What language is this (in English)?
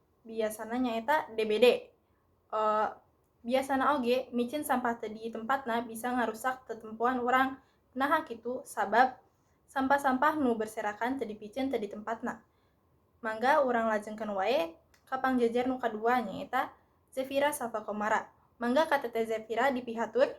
Sundanese